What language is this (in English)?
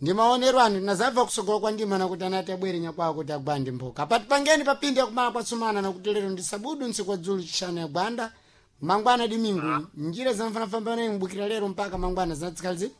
Sena